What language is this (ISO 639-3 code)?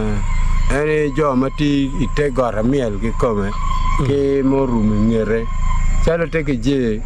ach